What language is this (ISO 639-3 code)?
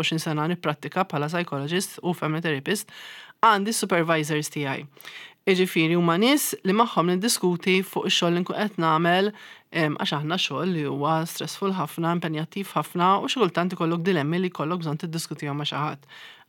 mlt